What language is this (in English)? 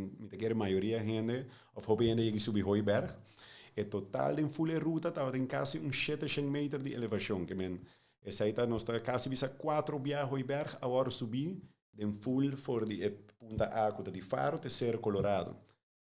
Papiamento